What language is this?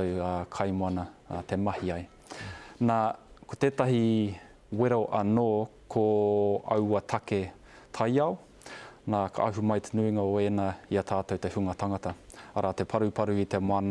Māori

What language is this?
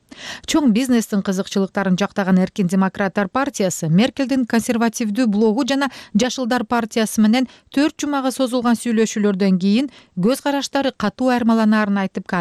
Kyrgyz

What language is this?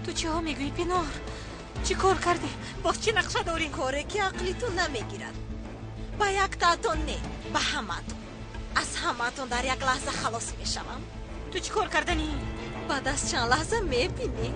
Tajik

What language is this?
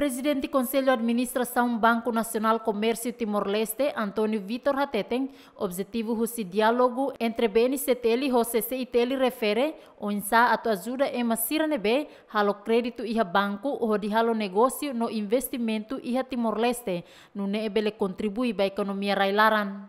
Tetum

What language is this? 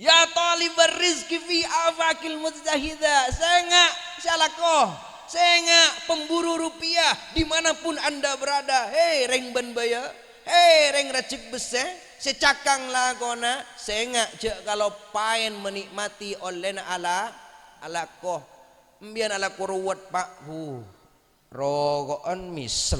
Madurese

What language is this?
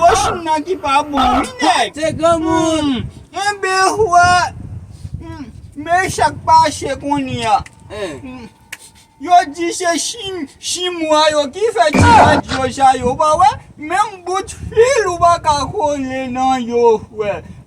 Haitian Creole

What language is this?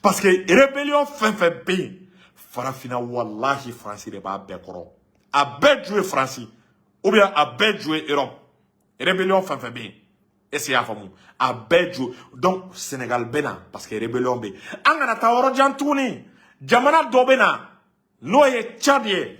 Bambara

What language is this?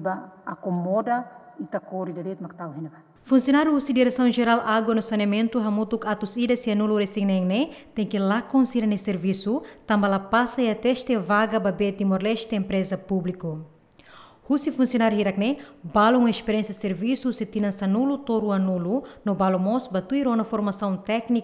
Tetum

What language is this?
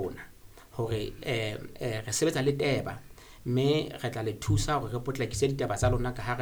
Southern Sotho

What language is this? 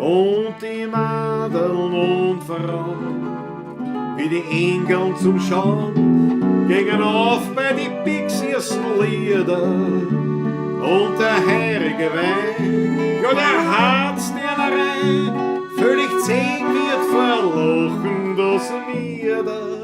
Bavarian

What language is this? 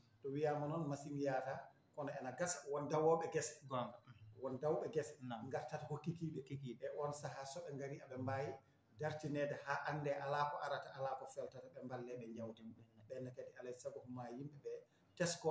Fula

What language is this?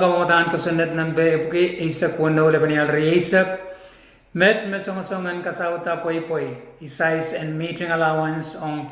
Pohnpeian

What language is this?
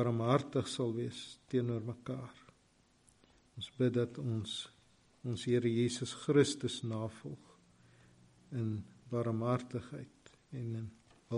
Afrikaans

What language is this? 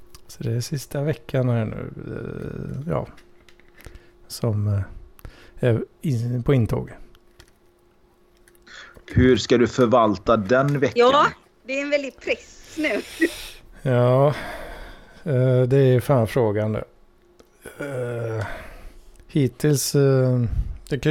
Swedish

